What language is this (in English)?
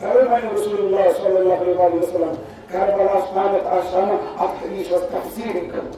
Kashmiri